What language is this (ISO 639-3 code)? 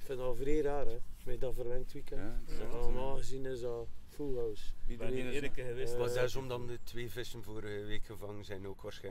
nld